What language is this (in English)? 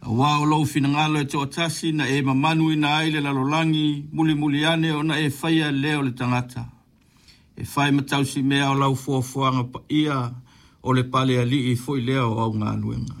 Samoan